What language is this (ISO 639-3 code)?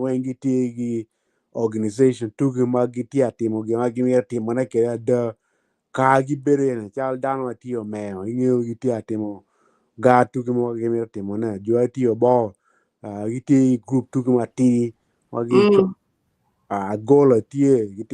ach